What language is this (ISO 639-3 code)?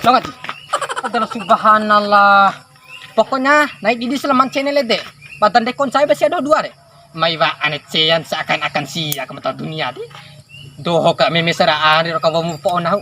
bhp